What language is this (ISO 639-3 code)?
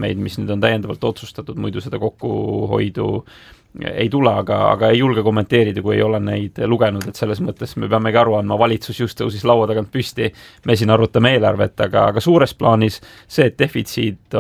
est